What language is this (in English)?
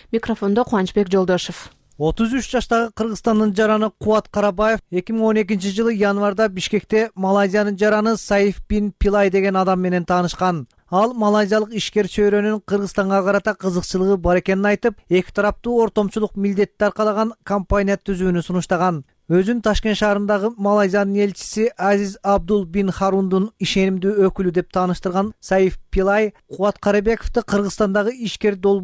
Kyrgyz